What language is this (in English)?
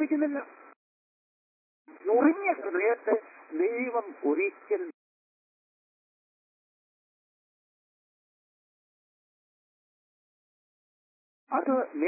Malayalam